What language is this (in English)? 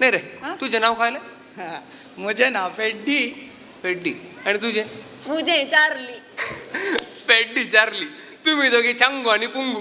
Konkani